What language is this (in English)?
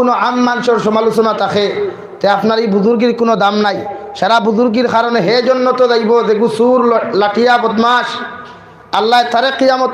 Sylheti